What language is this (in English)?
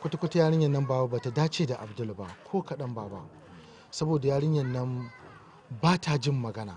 Hausa